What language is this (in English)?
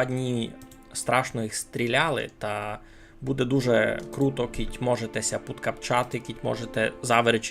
Rusyn